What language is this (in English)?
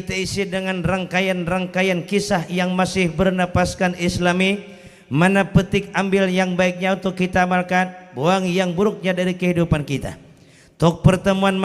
Banjar